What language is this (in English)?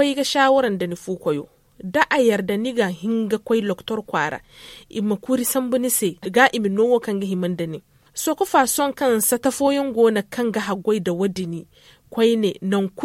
Zarma